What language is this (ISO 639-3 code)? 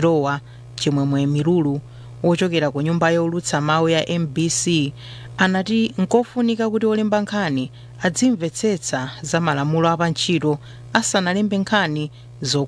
nya